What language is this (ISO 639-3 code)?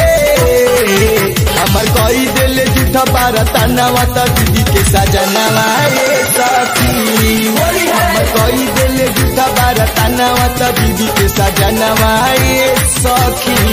bho